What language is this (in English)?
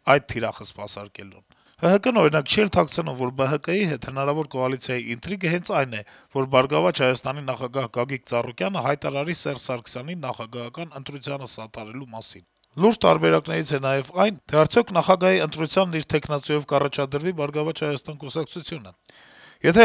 Armenian